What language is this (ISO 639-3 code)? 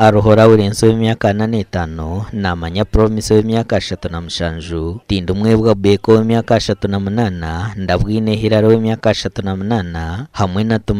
nyn